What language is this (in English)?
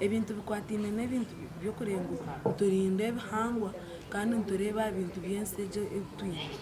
Nyankole